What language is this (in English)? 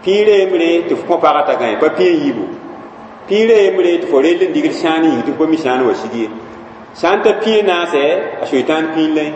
Mossi